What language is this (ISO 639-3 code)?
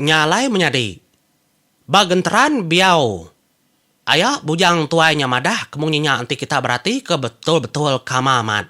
iba